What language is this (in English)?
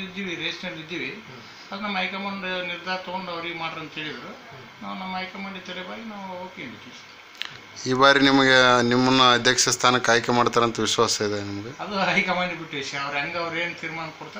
Kannada